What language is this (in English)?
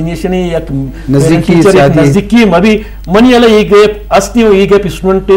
Eastern Balochi